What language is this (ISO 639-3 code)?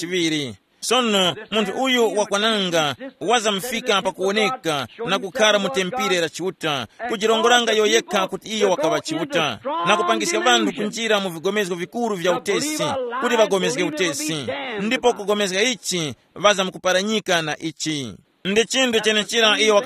tum